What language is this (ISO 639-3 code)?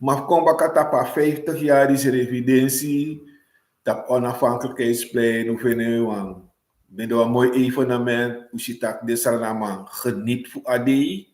srn